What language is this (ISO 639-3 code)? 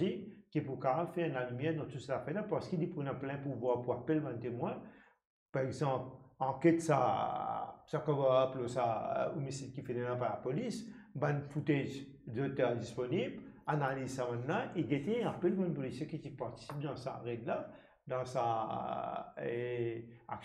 mfe